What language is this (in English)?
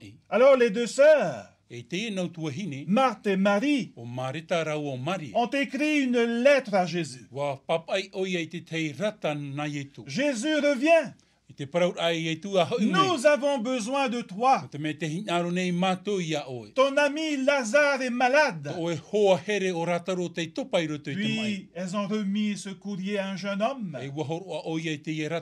Tahitian